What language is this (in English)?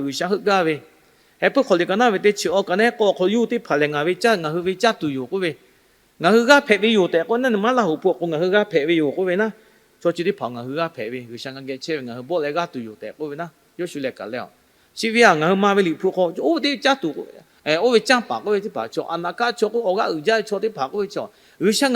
Lahu